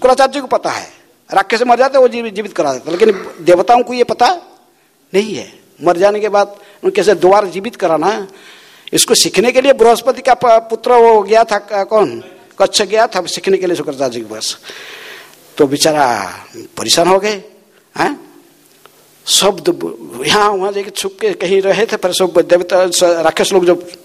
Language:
Hindi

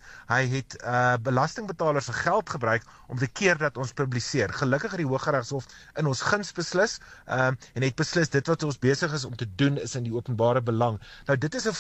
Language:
Afrikaans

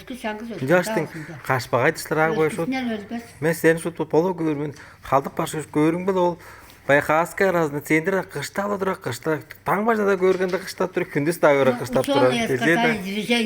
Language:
Tuvinian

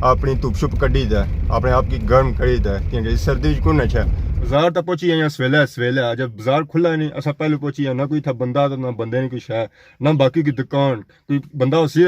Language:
Pahari-Potwari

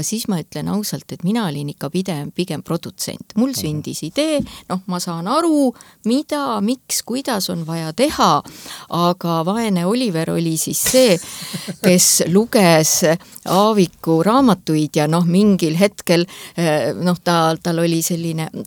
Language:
Estonian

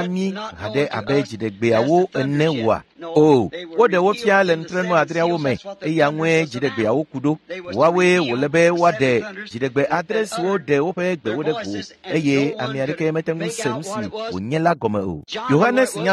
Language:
Ewe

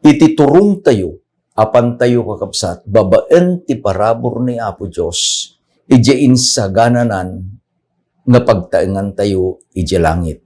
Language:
Iloko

